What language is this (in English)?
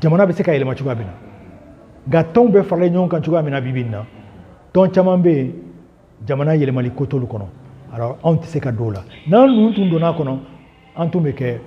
Bambara